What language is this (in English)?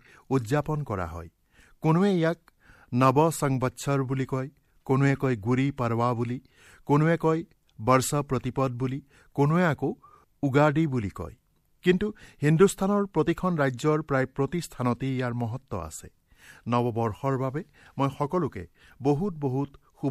Assamese